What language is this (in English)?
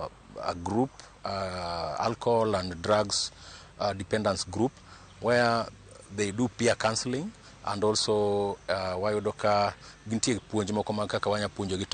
Luo (Kenya and Tanzania)